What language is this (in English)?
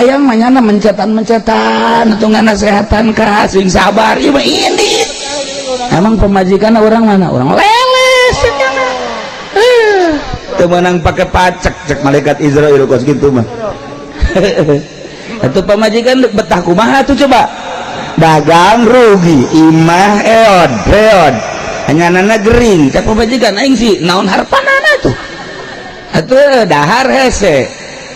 Sundanese